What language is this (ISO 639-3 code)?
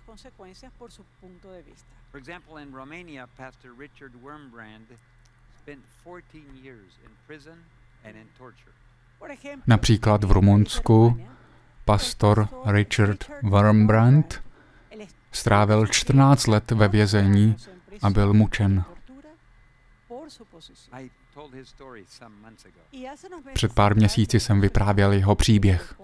ces